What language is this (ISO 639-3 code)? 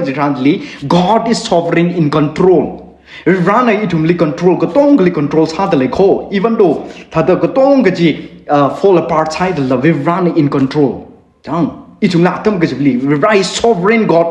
nmf